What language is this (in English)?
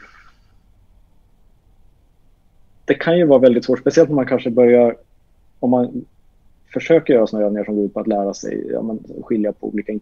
Swedish